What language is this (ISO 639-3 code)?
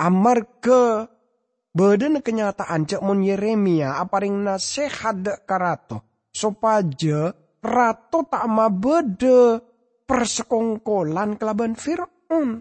mad